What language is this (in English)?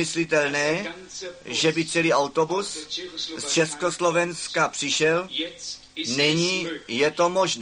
Czech